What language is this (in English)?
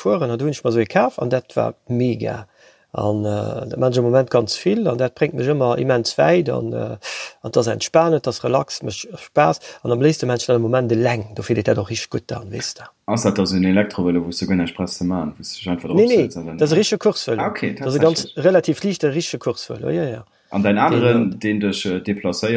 Luxembourgish